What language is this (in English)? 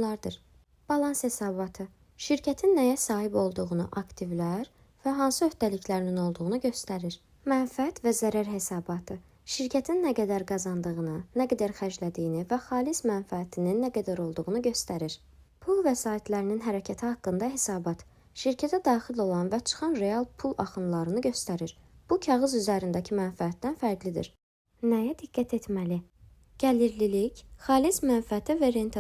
Azerbaijani